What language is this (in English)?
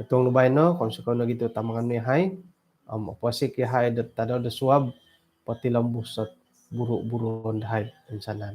Central Dusun